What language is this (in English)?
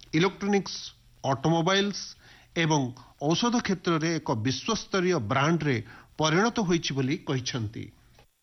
Odia